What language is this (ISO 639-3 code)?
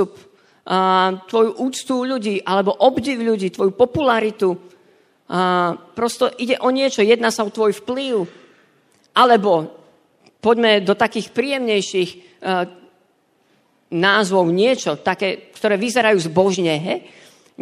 slk